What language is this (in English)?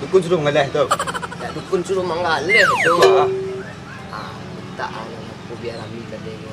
Minangkabau